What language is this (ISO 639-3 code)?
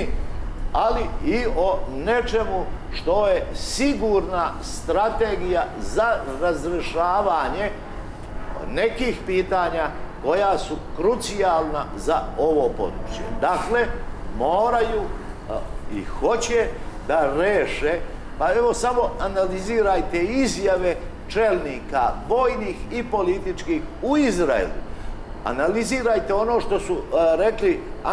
srp